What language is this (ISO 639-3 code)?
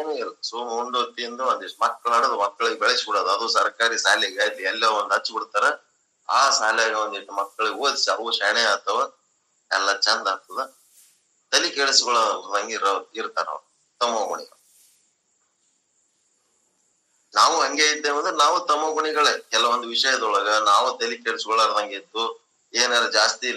kan